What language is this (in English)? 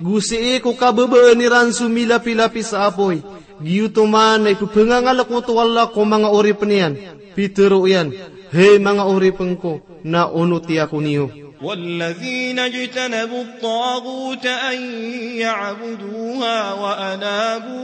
Maranao